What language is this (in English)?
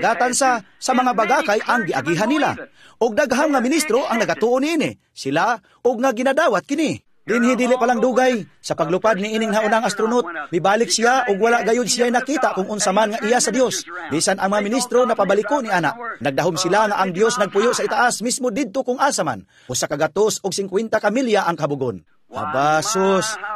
Cebuano